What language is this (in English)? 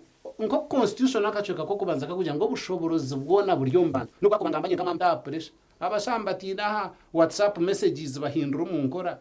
Nyankole